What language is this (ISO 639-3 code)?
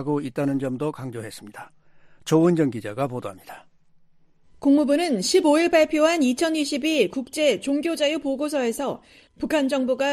kor